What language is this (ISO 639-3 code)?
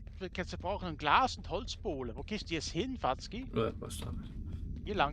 gsw